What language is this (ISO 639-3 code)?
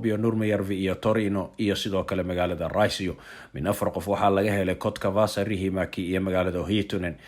som